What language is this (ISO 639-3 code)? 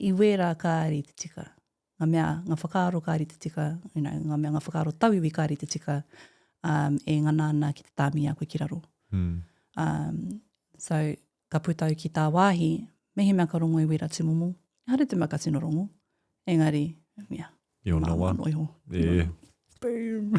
mri